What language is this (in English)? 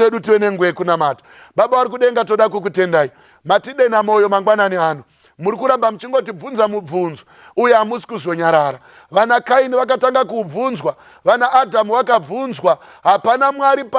Shona